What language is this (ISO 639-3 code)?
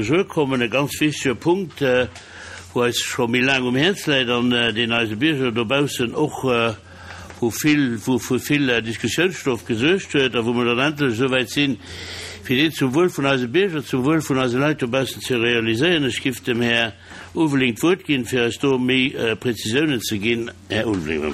ltz